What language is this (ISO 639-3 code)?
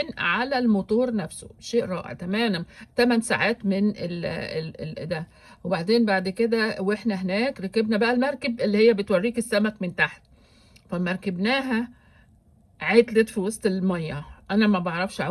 arz